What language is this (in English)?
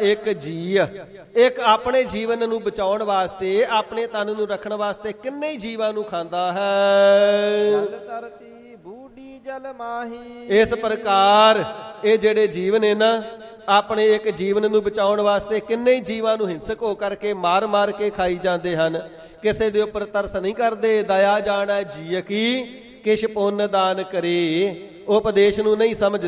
Punjabi